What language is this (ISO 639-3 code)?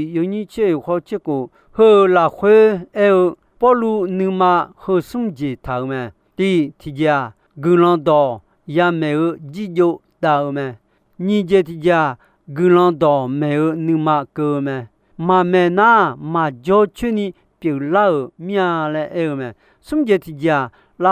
ahk